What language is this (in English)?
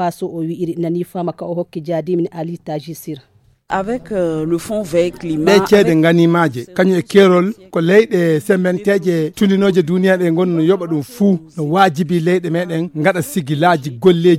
Fula